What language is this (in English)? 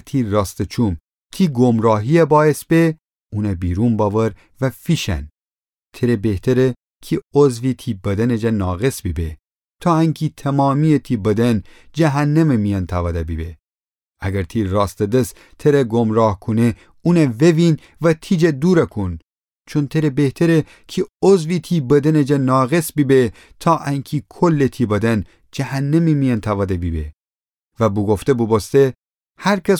Gilaki